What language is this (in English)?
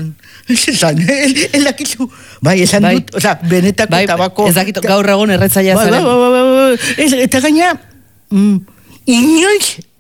Basque